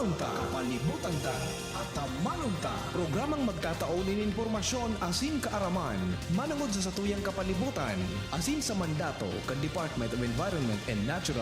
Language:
Bikol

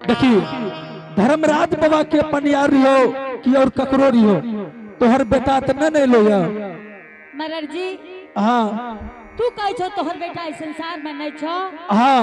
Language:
Angika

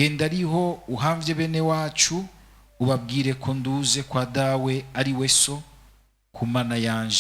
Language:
Rundi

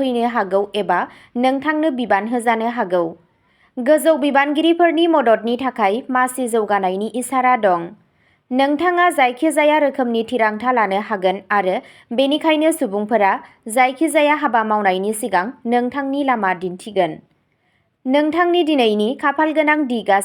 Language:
Bodo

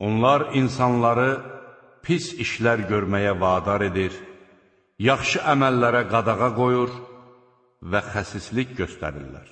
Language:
Azerbaijani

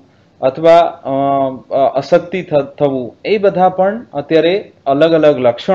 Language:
Gujarati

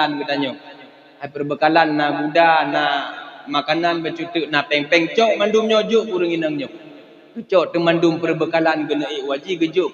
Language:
Achinese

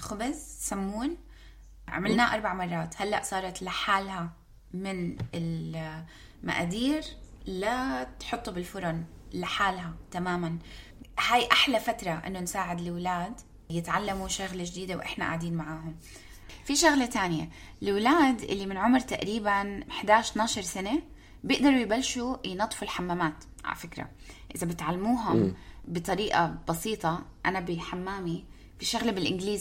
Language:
North Levantine Arabic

